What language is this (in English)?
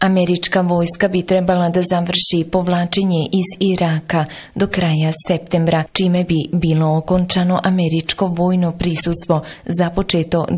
Bosnian